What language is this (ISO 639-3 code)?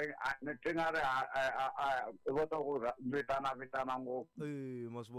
tso